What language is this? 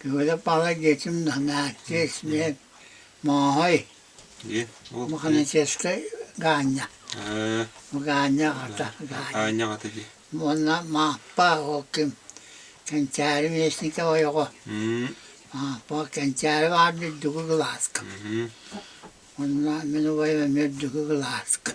Yakut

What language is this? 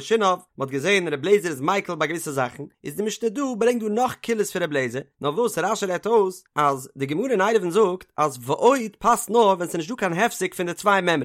Yiddish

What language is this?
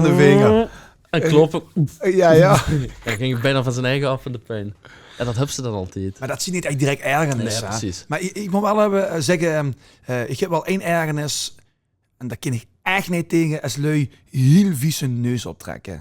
Limburgish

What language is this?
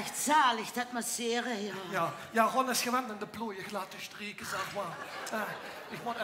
Limburgish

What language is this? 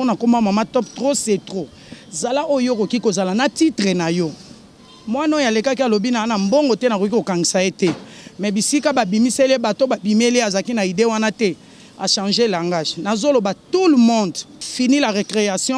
Lingala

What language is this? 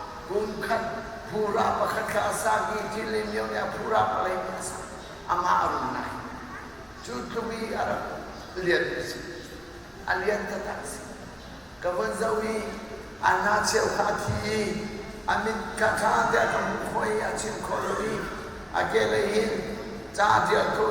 Hakha Chin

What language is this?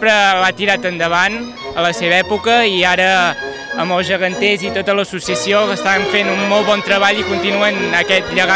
Catalan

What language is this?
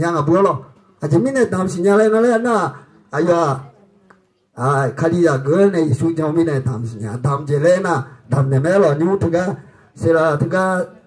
Akha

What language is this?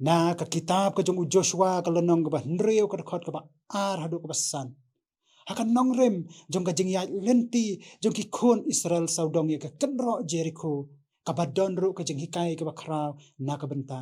Khasi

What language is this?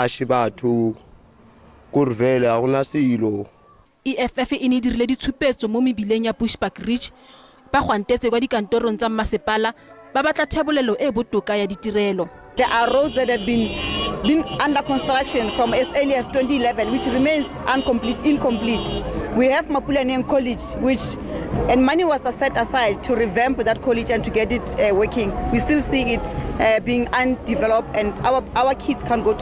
Tswana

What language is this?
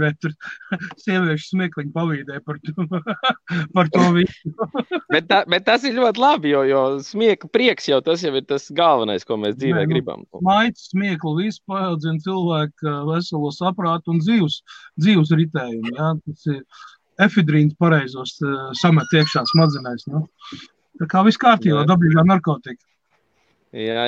Latvian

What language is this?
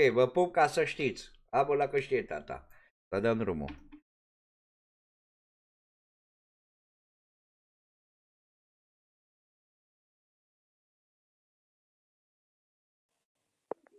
Romanian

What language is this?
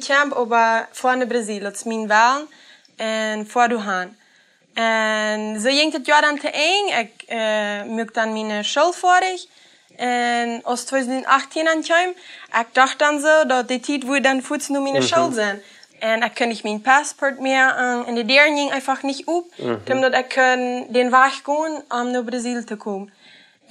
Plautdietsch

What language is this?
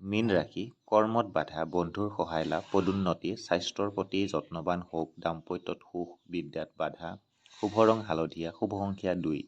Assamese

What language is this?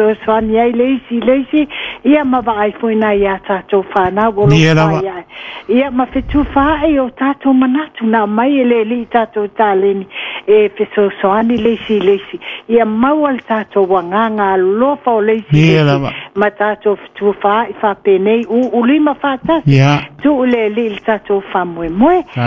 Samoan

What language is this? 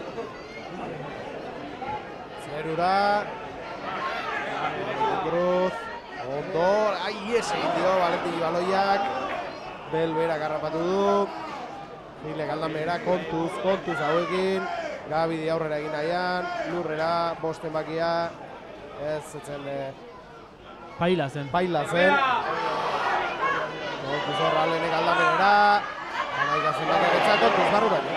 Basque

